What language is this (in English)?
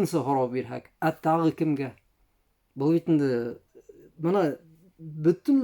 Bashkir